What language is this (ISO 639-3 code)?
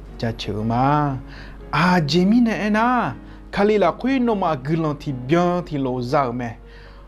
ahk